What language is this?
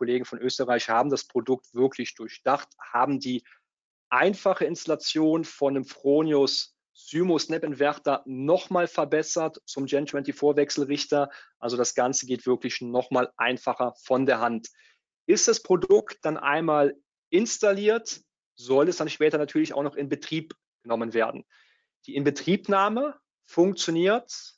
German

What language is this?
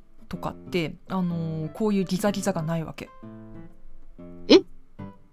Japanese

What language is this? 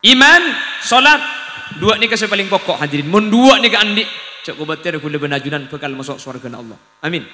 Madurese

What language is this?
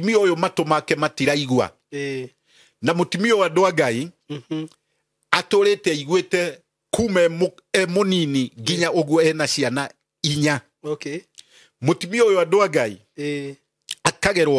Kikuyu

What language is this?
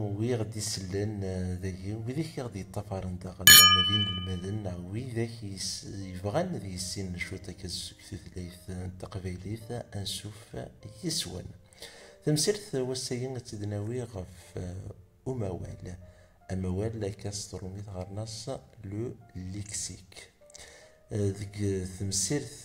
Kabyle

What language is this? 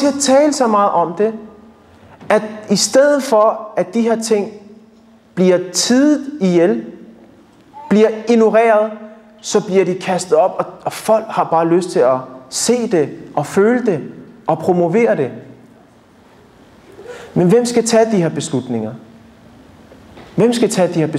Danish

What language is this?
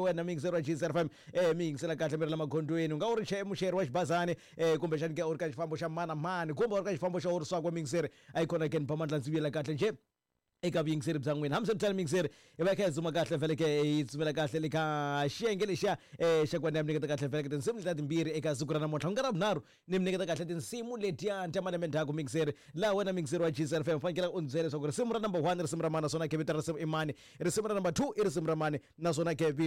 Tsonga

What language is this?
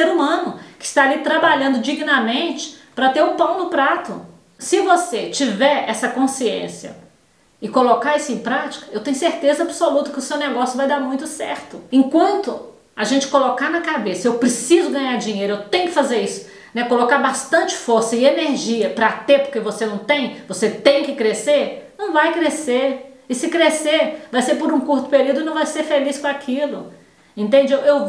Portuguese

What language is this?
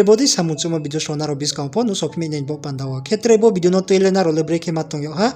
Riang (India)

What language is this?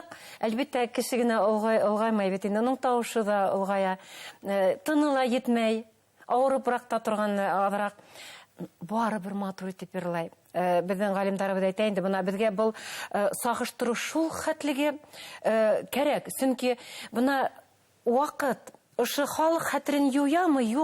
Bashkir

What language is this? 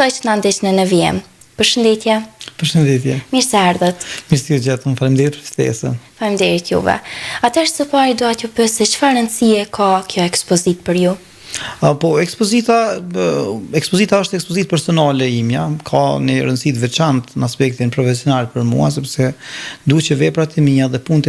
Albanian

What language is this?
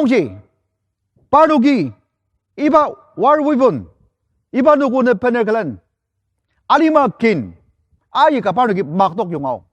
Ao Naga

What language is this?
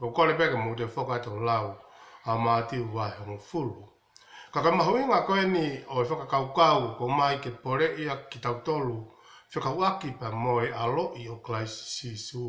Tongan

